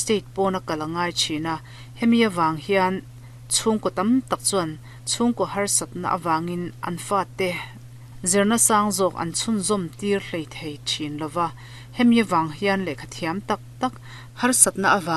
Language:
Mizo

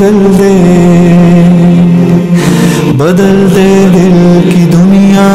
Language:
Hindi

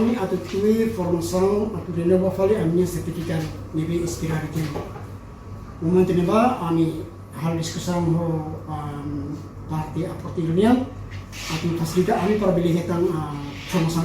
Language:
Tetum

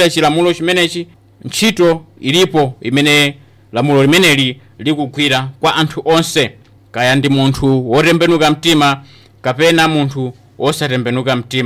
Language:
Nyanja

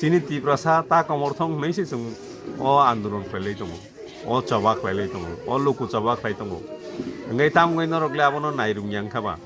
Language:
Kok Borok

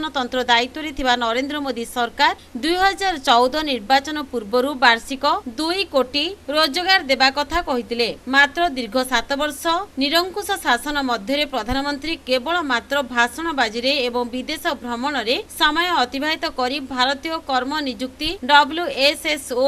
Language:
Odia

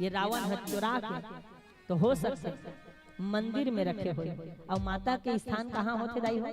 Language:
Chhattisgarhi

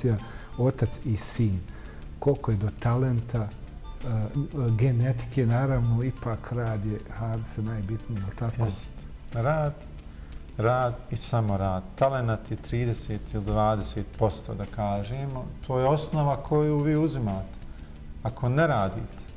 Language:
Bosnian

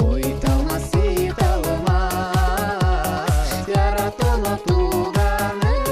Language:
Udmurt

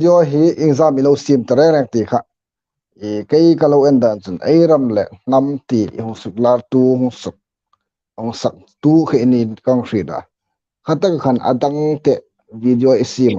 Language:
Hmar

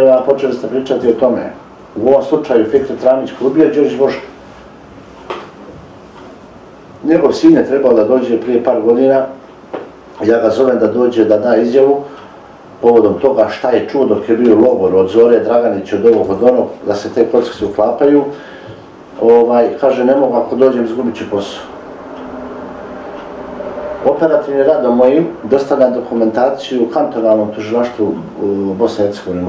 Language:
Bosnian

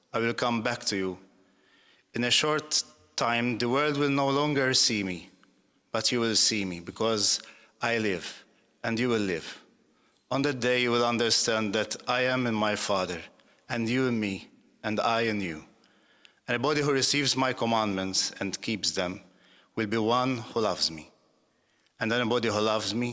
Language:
English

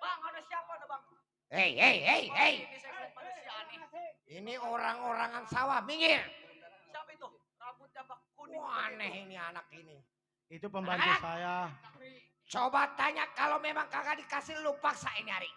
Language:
Betawi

